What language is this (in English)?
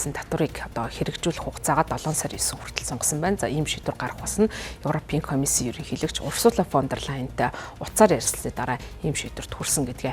Mongolian